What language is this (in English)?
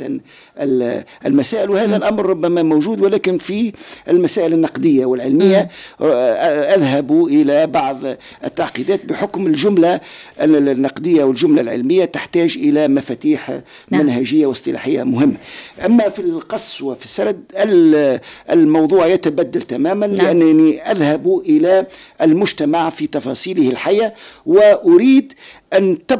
Tunisian Arabic